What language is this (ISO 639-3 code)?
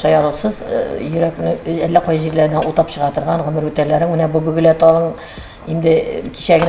tat